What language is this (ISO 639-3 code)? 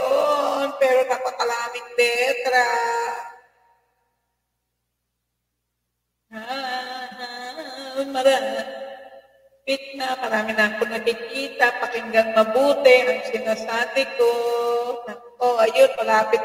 fil